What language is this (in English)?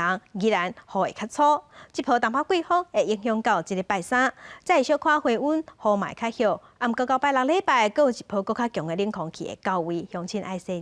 Min Nan Chinese